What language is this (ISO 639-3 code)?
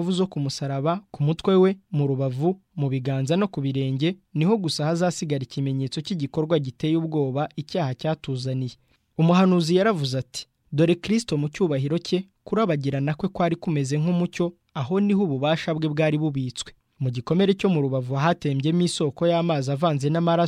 kin